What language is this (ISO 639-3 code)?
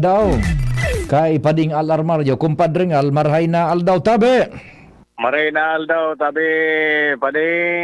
bik